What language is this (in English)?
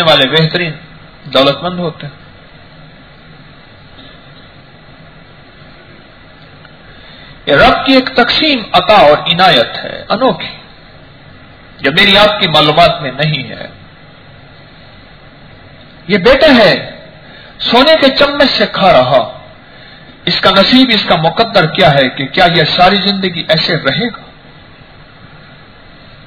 Urdu